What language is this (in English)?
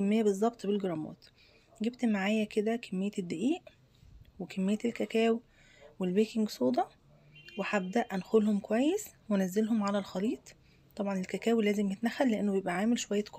Egyptian Arabic